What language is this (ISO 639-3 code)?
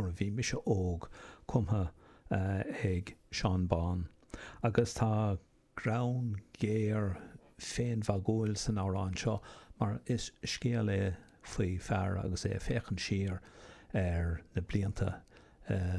gle